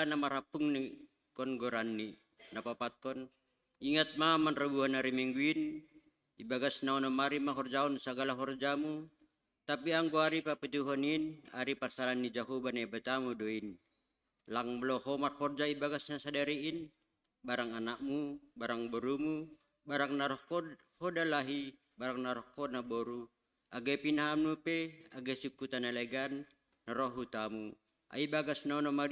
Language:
Batak Simalungun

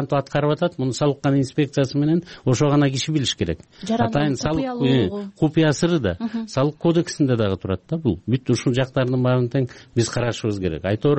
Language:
Kyrgyz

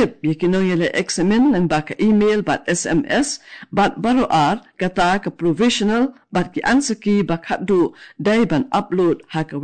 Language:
Khasi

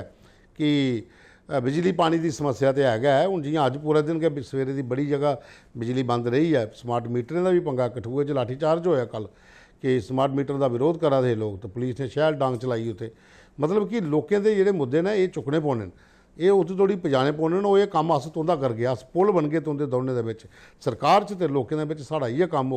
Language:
Dogri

